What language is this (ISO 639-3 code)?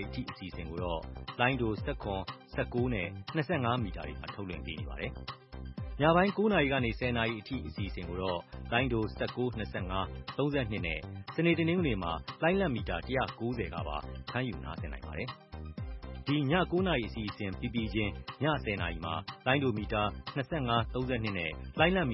mya